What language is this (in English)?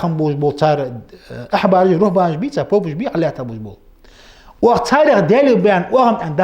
Ingush